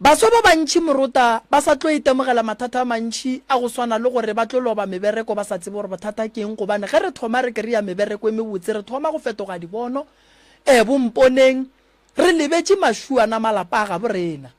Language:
Northern Sotho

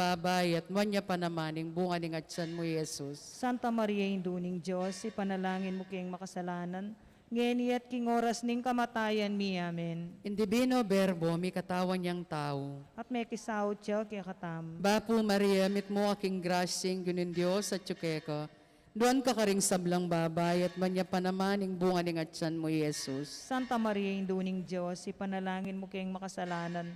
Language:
Pampanga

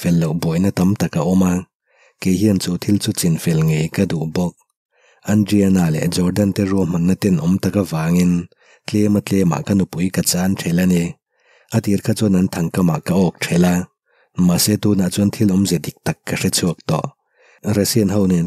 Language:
Mizo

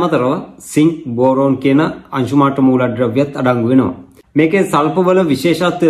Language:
Sinhala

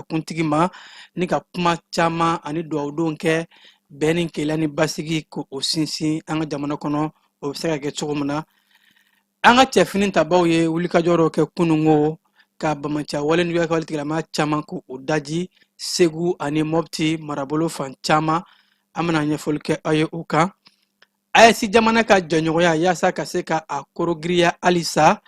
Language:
Bambara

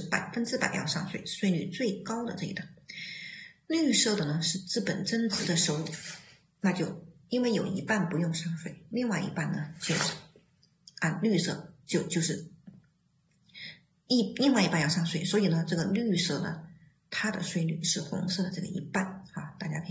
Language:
Chinese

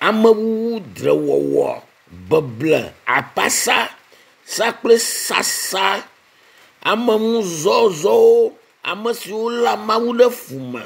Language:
Ewe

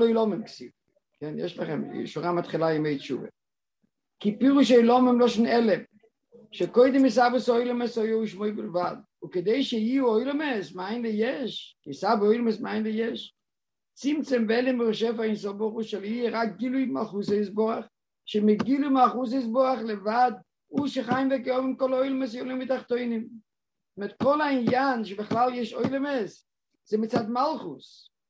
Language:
Hebrew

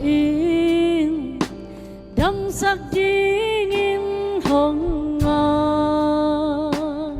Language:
Tedim Chin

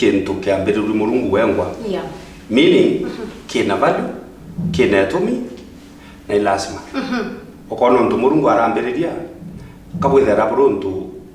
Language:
Meru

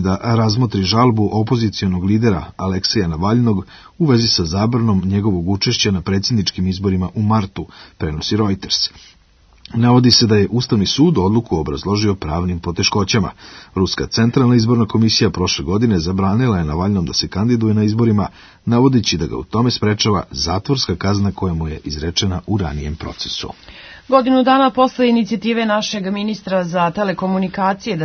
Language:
Serbian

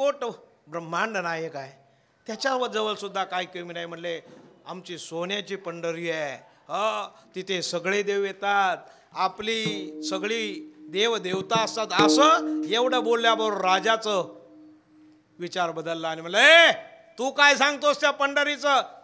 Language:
Marathi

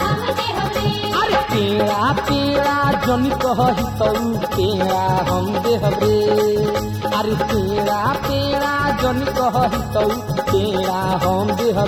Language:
Bhojpuri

